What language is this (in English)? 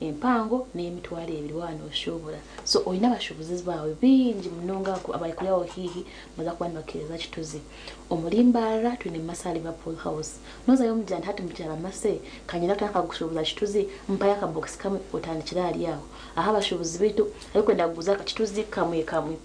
Nyankole